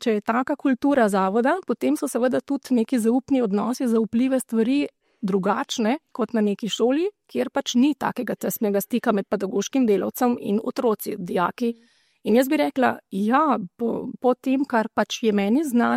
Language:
Slovenian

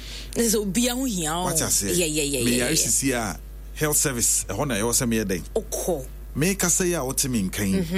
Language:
Akan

